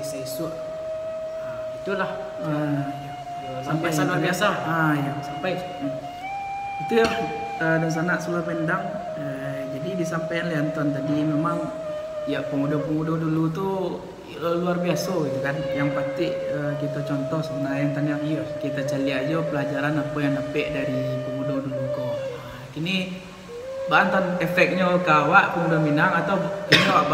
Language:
Minangkabau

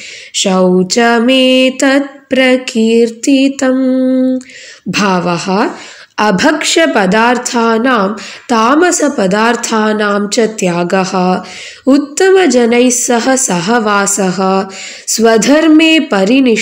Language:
Sanskrit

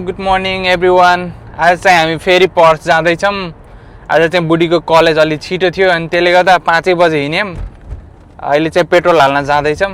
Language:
Nepali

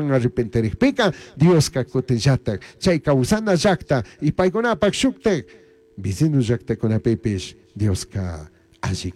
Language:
Chimborazo Highland Quichua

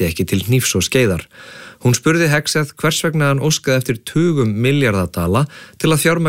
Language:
Icelandic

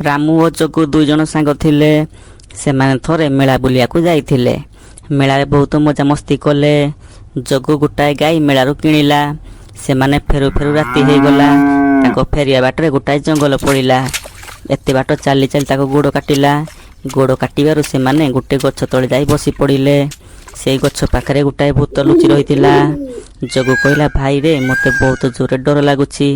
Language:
Odia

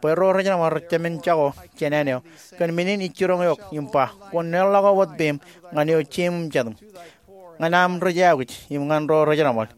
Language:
Marshallese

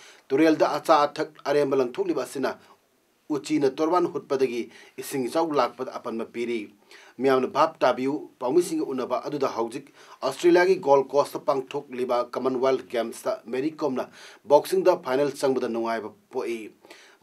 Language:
Manipuri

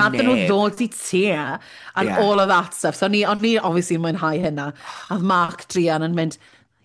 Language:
Welsh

